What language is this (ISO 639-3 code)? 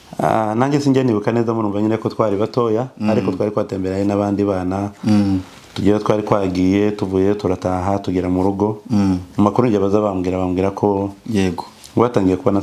kin